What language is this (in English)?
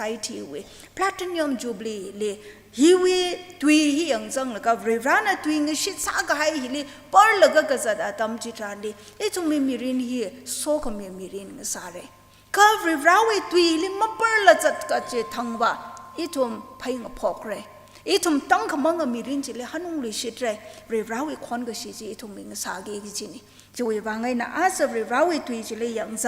Tangkhul Naga (India)